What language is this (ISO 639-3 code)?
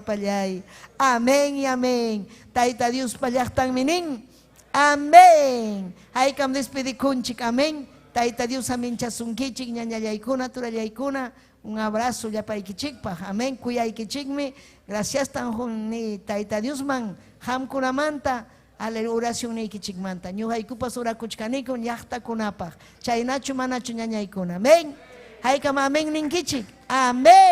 quy